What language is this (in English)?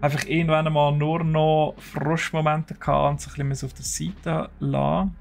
Swiss German